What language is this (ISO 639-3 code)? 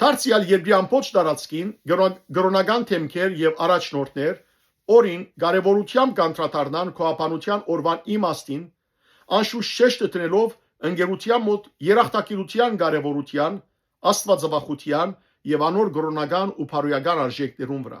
hyw